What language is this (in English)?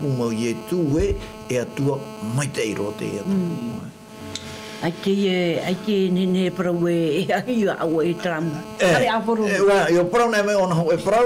Tahitian